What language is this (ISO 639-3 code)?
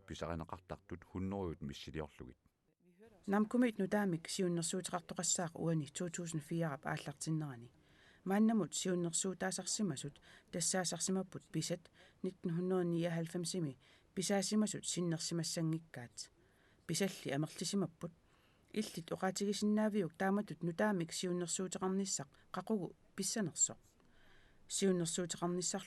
kal